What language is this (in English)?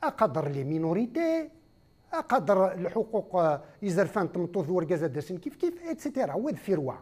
Kabyle